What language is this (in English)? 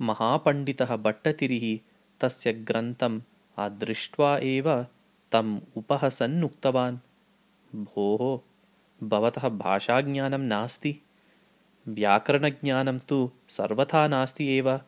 Sanskrit